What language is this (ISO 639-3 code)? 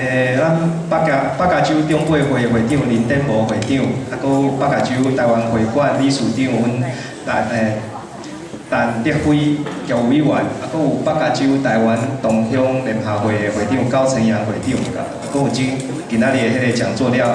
nan